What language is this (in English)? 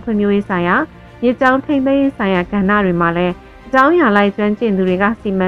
Burmese